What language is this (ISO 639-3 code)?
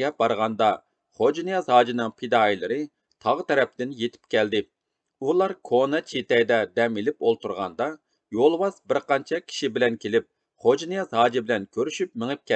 uig